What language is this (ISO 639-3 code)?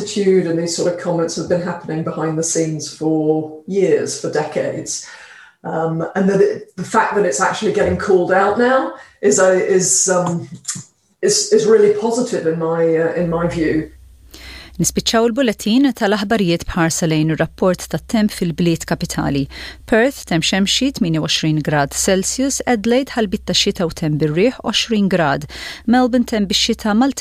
mlt